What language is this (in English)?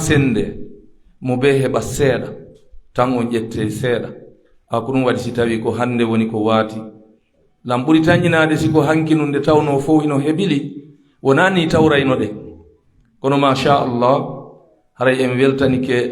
Pular